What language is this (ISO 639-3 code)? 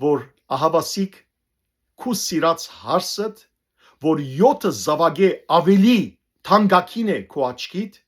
hyw